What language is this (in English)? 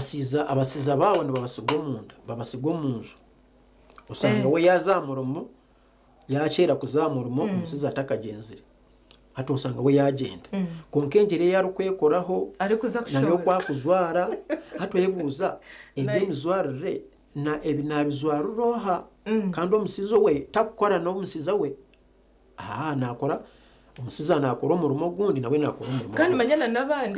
Nyankole